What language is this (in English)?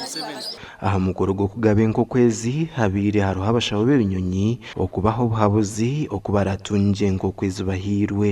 Nyankole